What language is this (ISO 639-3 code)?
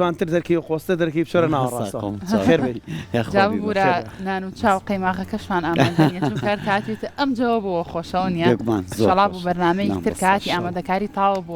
ckb